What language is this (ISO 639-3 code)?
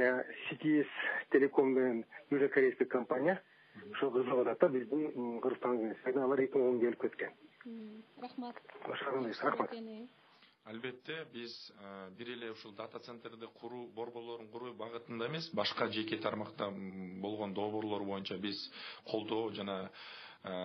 kir